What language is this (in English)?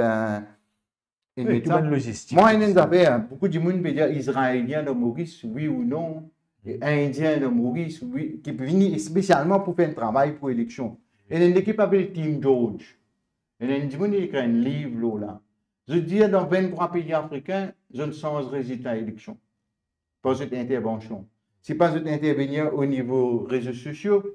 Morisyen